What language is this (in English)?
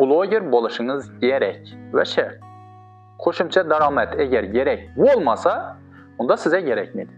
Uzbek